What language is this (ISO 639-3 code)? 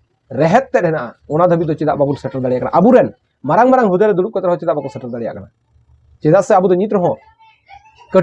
sat